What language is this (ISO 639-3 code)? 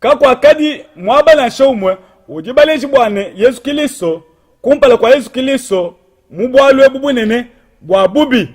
lua